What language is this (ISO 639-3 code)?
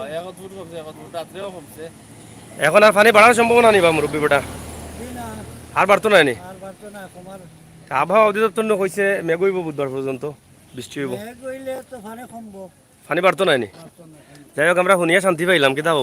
syl